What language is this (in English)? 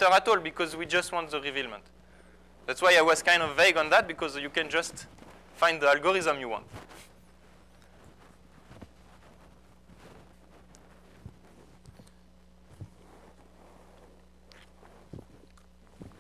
English